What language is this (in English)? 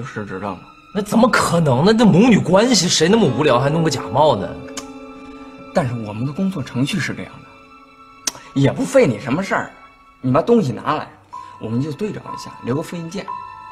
Chinese